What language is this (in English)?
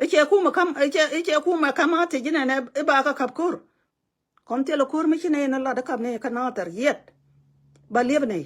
Nuer